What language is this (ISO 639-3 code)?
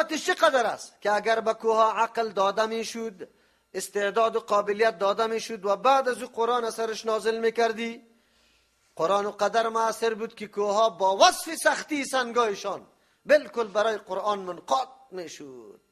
fas